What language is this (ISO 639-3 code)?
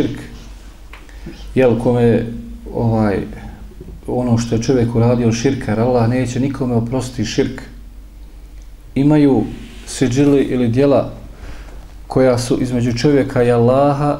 bos